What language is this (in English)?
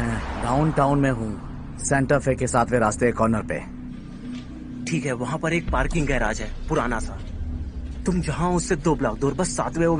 Hindi